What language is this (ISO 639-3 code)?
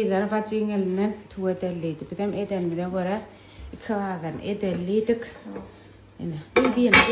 tuk